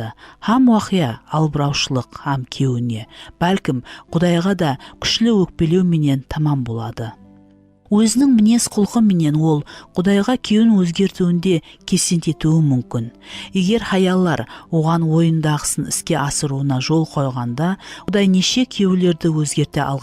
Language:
Kara-Kalpak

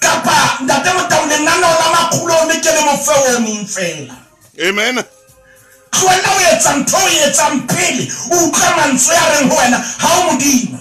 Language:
Southern Sotho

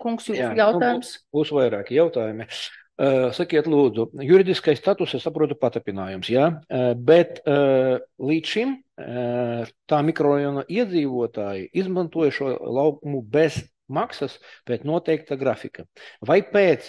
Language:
Latvian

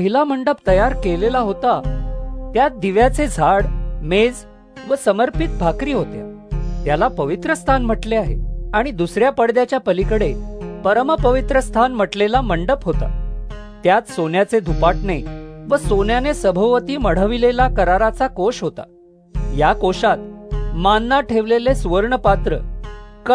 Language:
Marathi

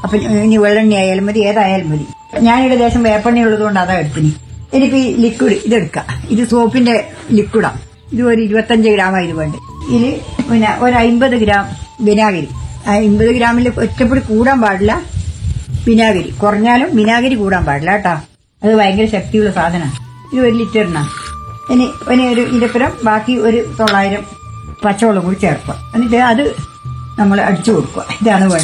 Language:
Malayalam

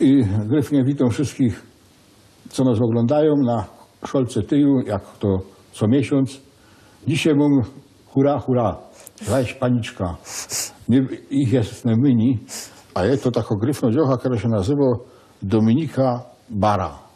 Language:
Silesian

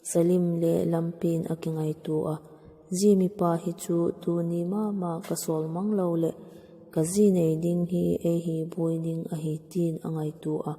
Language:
Vaiphei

